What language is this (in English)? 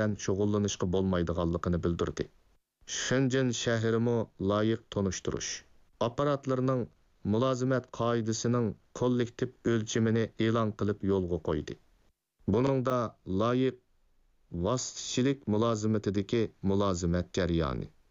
Uyghur